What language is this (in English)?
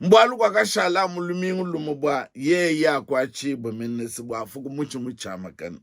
Luba-Lulua